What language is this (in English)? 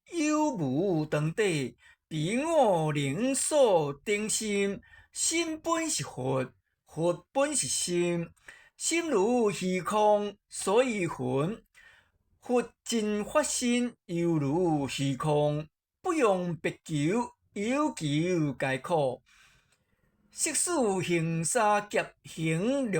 Min Nan Chinese